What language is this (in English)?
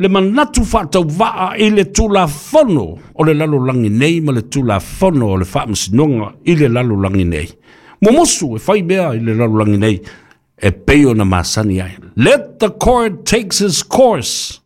Samoan